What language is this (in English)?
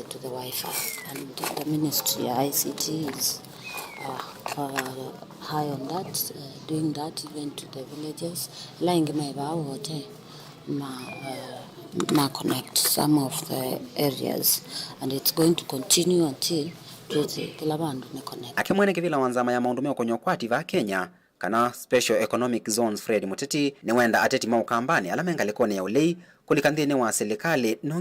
Kamba